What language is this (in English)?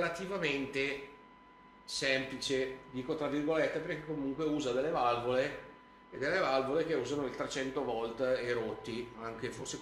Italian